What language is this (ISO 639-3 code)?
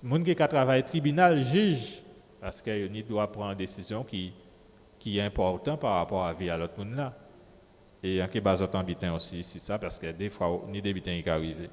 gcf